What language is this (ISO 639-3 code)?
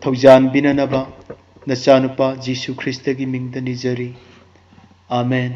mni